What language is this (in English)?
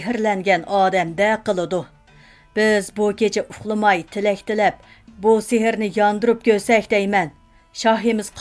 Uyghur